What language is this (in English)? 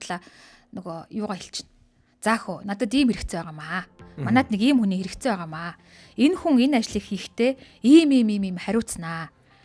Mongolian